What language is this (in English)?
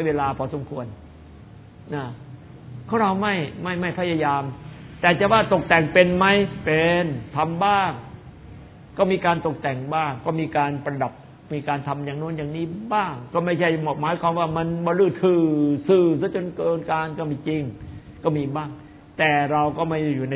Thai